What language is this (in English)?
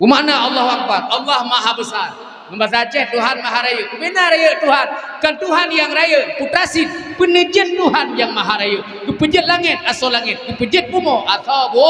Achinese